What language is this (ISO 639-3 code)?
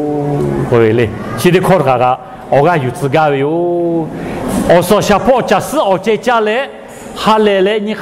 lhu